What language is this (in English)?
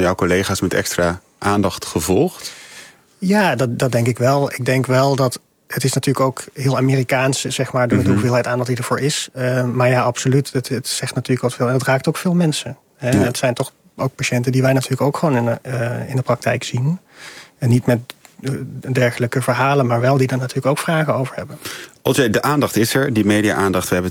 Dutch